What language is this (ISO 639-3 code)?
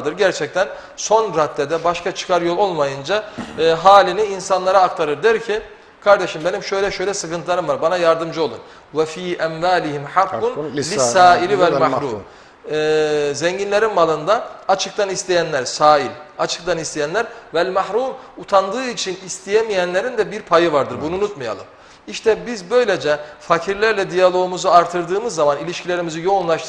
tur